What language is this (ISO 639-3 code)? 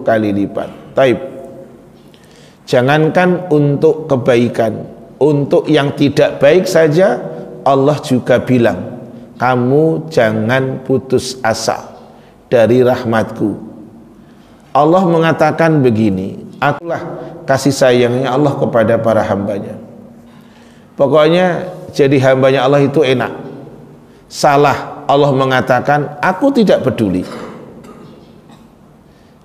ind